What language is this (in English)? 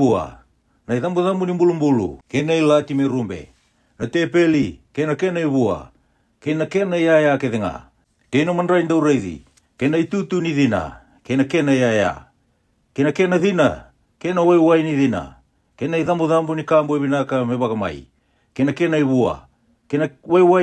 Fijian